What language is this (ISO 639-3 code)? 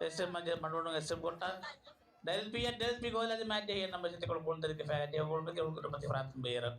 div